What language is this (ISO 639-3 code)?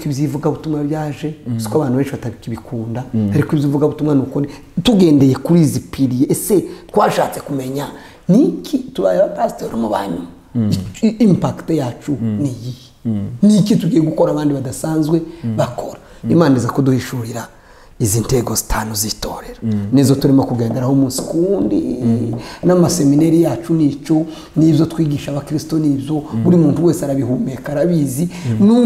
kin